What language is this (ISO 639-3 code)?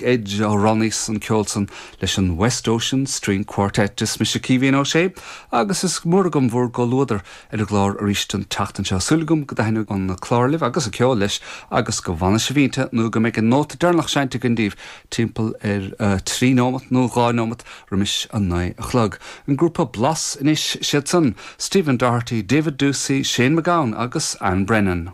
gle